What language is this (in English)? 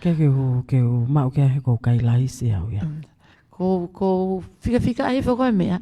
Tongan